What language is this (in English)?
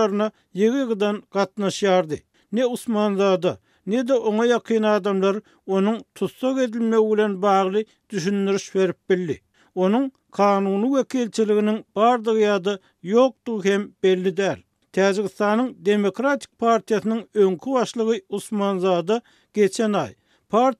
Turkmen